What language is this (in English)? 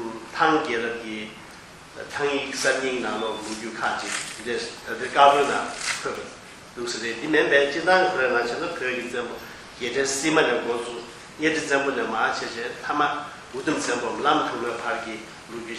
Tibetan